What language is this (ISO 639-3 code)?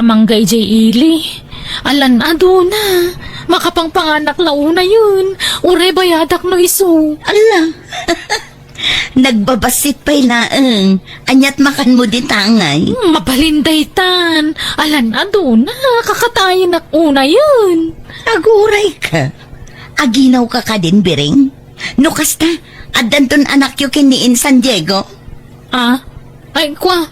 ilo